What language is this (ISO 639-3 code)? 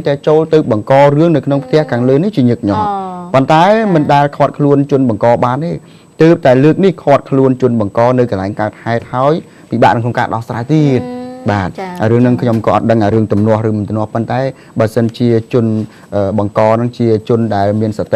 khm